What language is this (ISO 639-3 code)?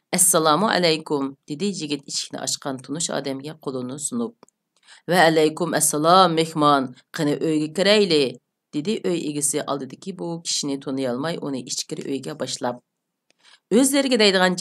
uig